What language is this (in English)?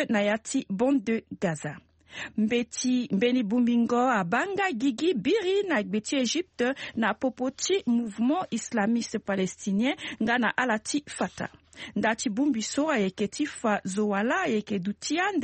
Sango